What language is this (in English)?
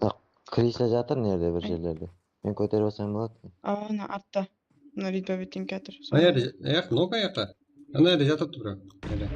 Kara-Kalpak